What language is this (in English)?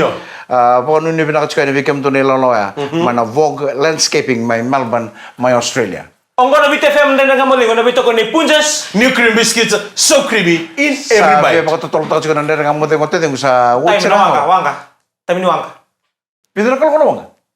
Fijian